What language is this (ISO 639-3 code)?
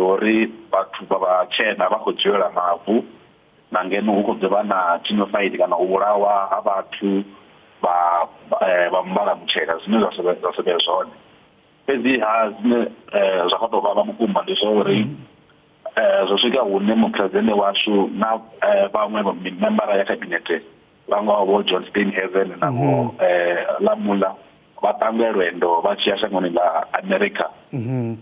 ven